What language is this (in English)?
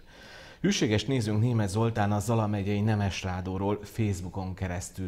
Hungarian